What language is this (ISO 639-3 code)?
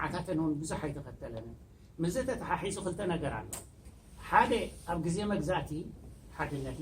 tir